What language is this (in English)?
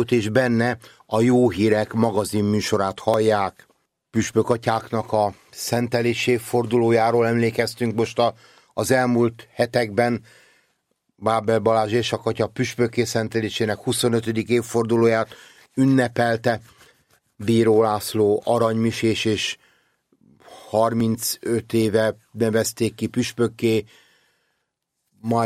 Hungarian